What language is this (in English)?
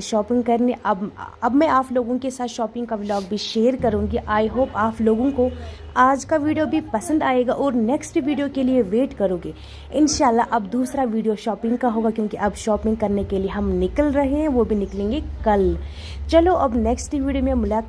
Kashmiri